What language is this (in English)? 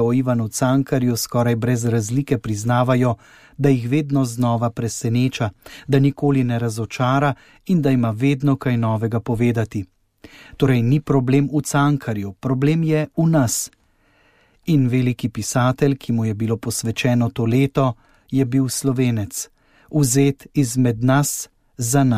Slovenian